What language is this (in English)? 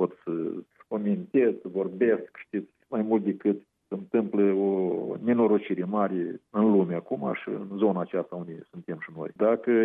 Romanian